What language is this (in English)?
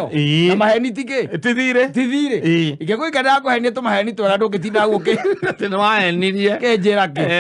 Kikuyu